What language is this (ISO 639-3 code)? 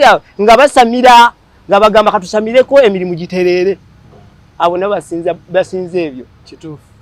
lug